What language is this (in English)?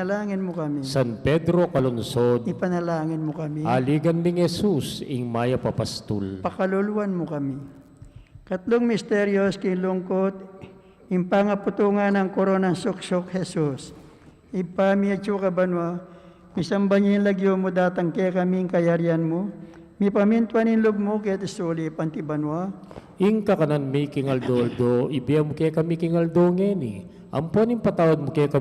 Pampanga